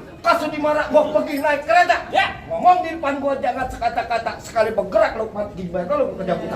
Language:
Betawi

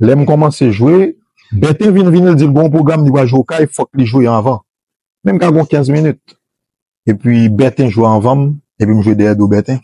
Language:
Haitian Creole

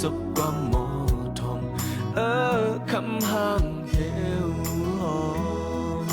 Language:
Shan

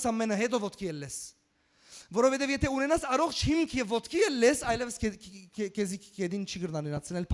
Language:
Western Armenian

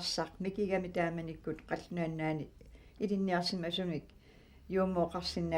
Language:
Kalaallisut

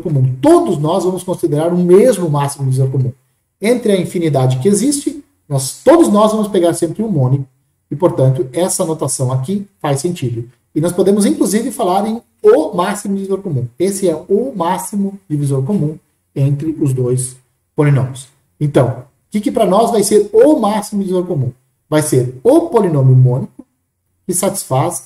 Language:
Portuguese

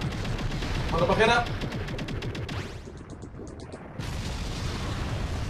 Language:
Spanish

